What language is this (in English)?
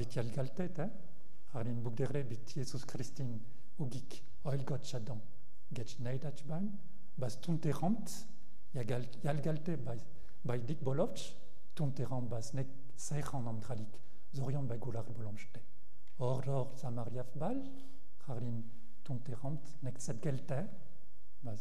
Breton